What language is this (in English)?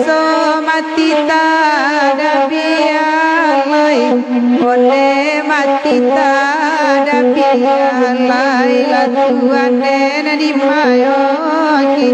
Minangkabau